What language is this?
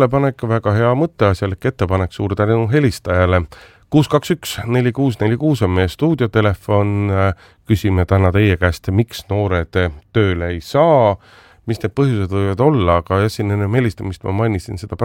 Estonian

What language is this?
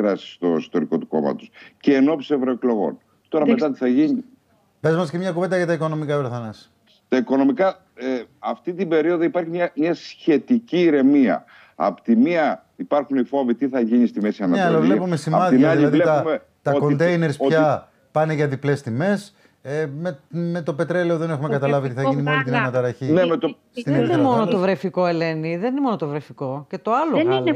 Greek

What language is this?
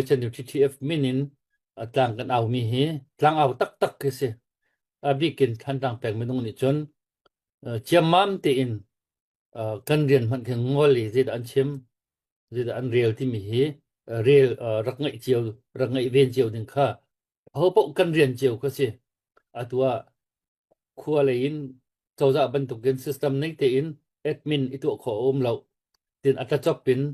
Hakha Chin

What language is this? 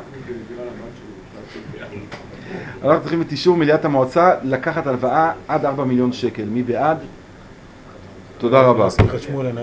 Hebrew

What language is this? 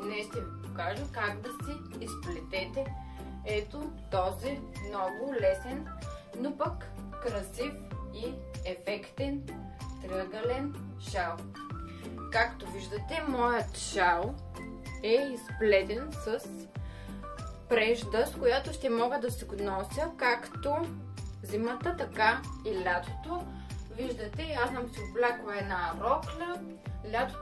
Bulgarian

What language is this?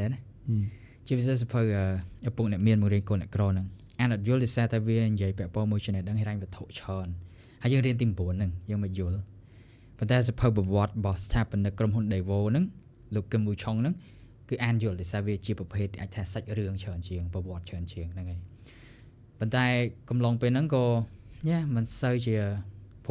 Khmer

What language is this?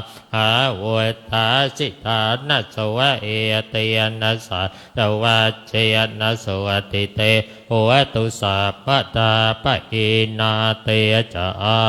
Pali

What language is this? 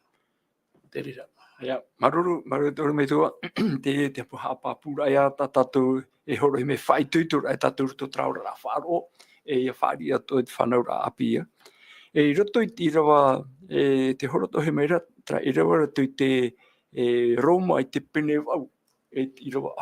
Tahitian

